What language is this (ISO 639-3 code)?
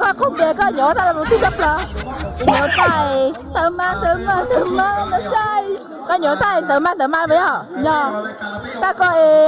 hmn